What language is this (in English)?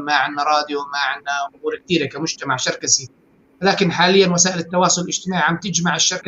North Levantine Arabic